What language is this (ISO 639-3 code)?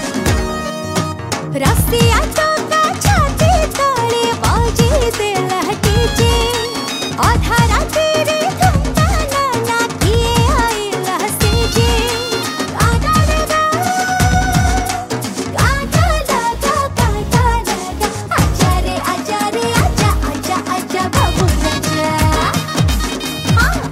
bho